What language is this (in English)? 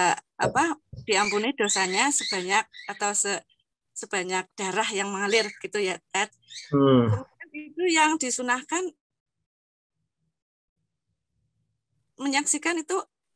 Indonesian